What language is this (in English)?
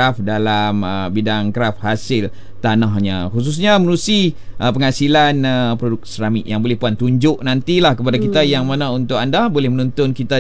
Malay